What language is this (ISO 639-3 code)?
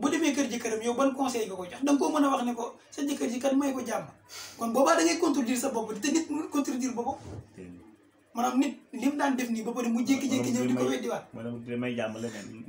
wol